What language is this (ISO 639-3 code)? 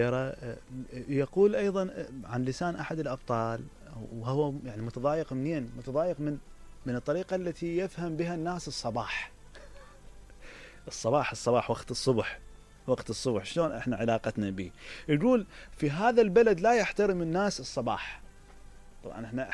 acm